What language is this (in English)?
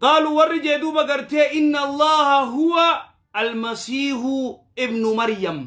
Oromo